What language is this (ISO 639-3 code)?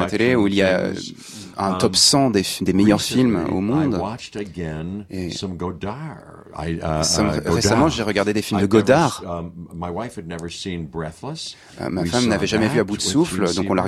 fra